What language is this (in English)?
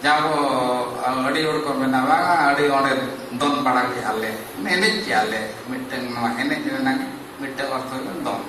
Santali